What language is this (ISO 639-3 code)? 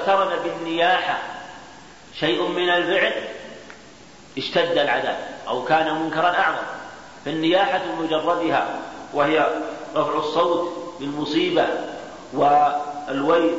ara